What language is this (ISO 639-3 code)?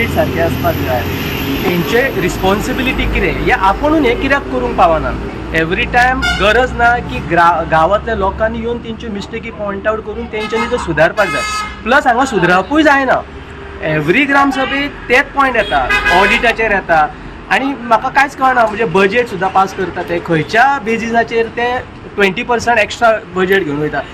kok